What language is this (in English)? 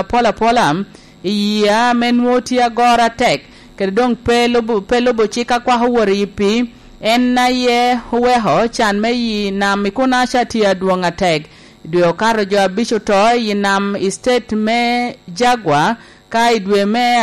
Lango (Uganda)